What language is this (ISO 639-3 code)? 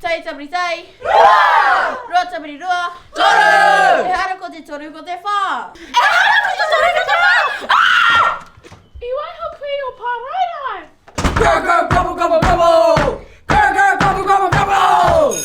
mri